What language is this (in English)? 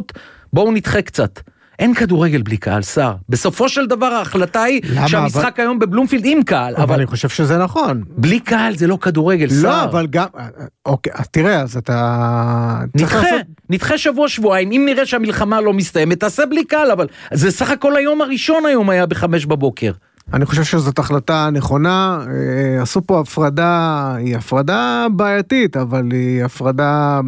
Hebrew